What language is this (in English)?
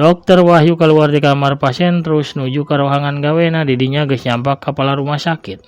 Sundanese